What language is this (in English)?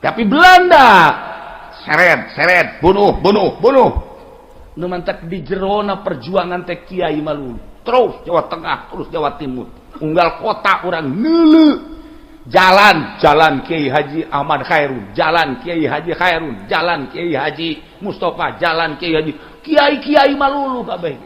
Sundanese